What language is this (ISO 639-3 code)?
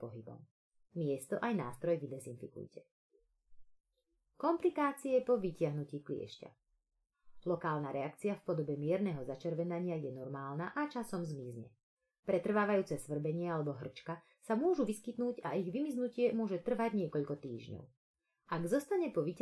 slk